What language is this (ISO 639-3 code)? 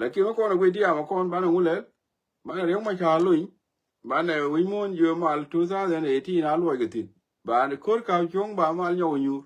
nus